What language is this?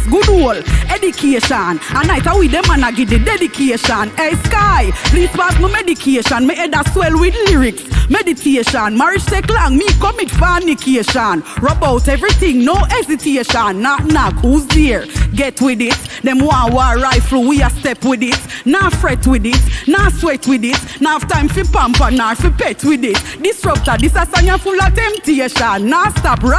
Jamaican Creole English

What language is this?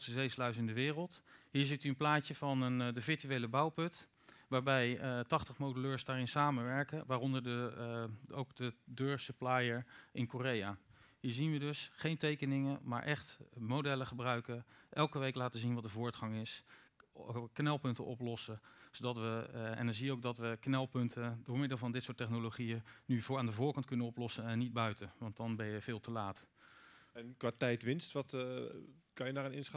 Dutch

